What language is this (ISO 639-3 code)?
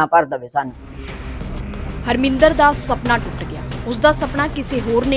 pan